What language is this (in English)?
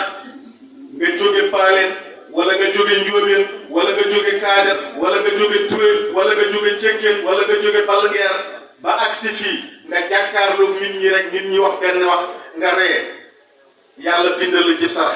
Wolof